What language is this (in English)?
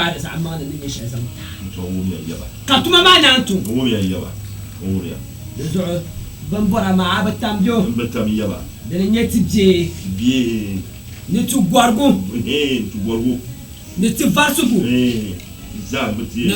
Dagbani